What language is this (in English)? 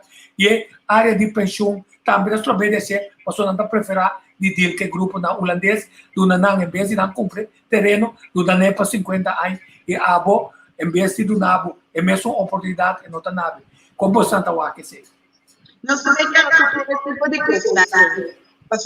Papiamento